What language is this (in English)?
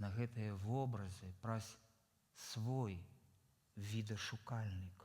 Belarusian